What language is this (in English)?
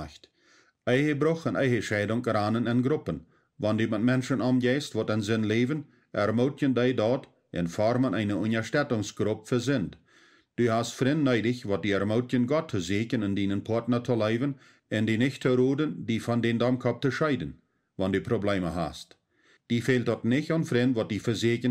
Plautdietsch